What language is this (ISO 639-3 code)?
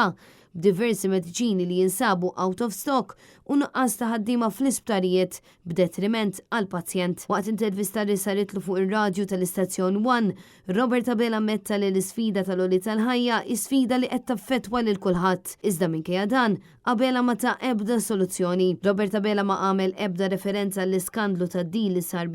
mlt